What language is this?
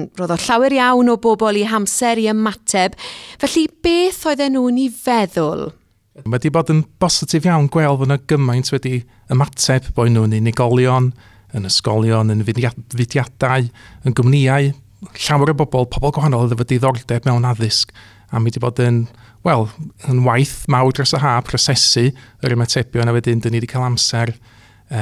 Welsh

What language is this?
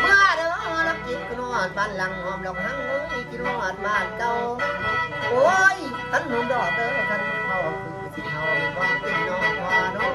Northeastern Thai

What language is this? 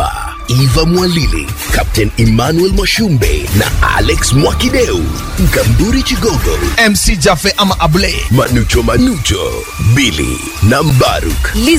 Swahili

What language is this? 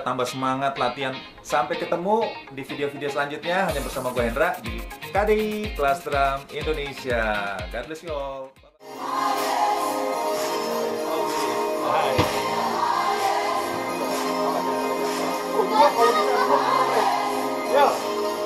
Indonesian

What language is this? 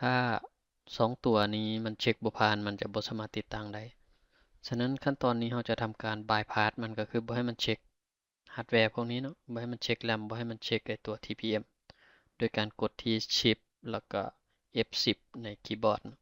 Lao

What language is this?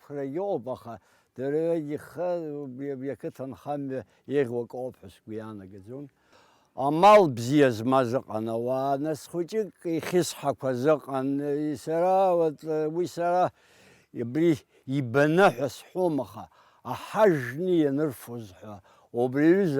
Abkhazian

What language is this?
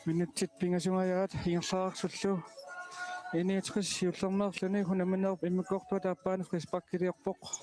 Kalaallisut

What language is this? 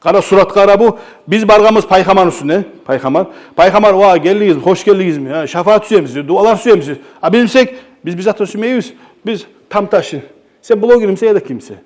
Kumyk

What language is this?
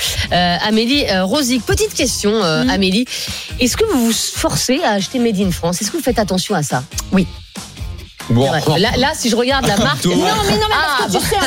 French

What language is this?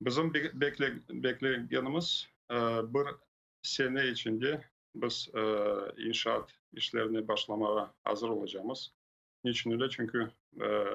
Crimean Tatar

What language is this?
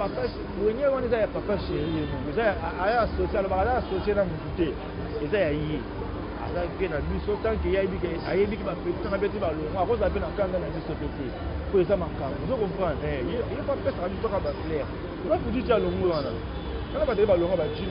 Lingala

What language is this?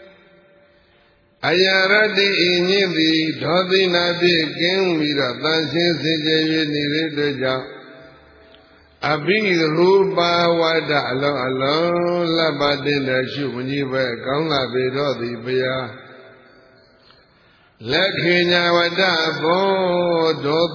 Burmese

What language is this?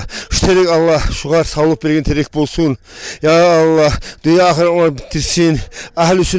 Kumyk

